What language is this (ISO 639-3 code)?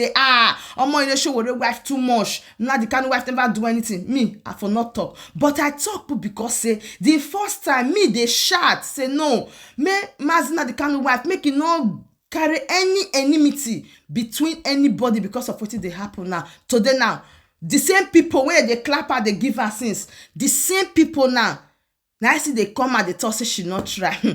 pcm